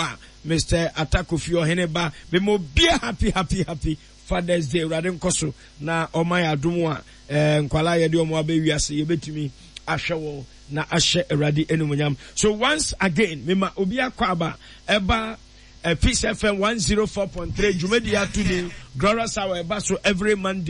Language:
Akan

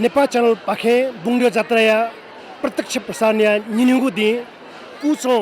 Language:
Newari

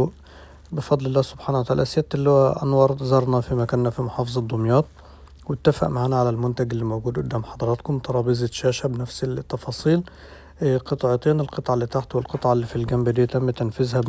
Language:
Egyptian Arabic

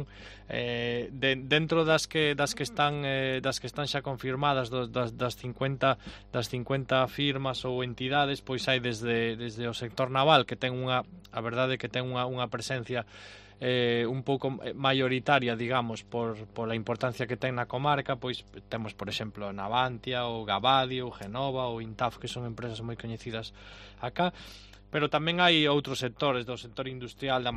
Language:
Galician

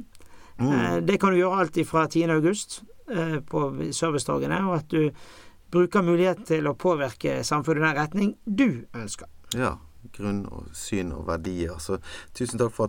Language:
Norwegian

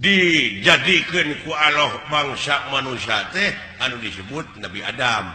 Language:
Sundanese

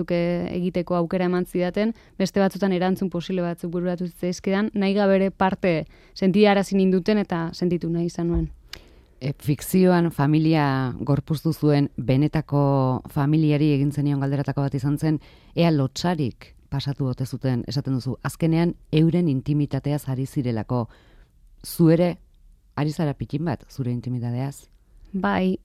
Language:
Basque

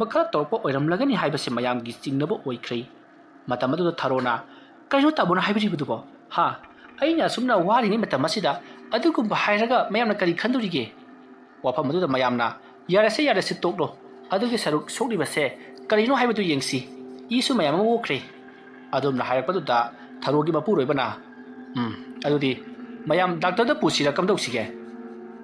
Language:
Manipuri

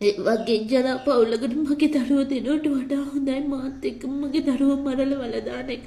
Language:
Sinhala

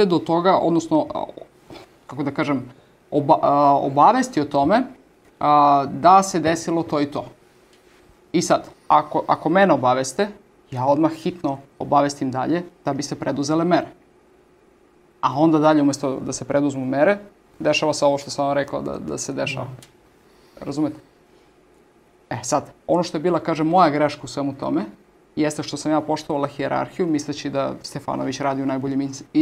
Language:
Serbian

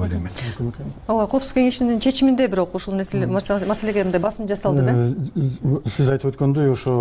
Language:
Kyrgyz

